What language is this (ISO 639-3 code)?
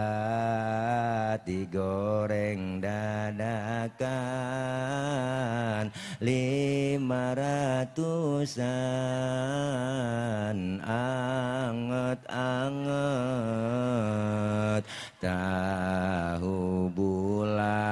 bew